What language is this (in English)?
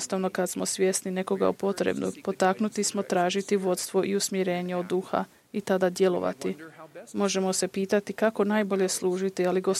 Croatian